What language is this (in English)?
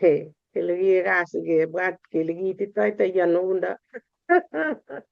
Kalenjin